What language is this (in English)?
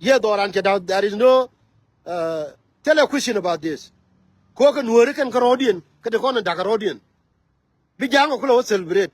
Nuer